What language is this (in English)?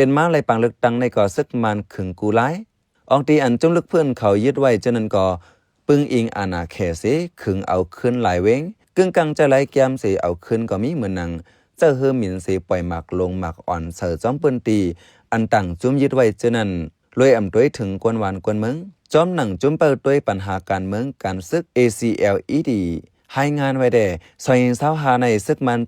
Shan